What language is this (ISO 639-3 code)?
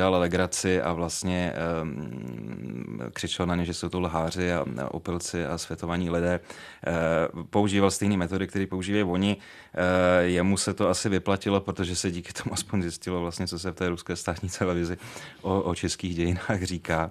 ces